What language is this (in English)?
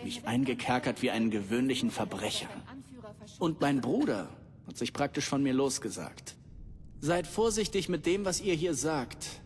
Bavarian